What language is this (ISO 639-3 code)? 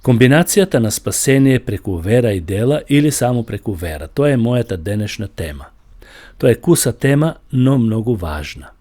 mkd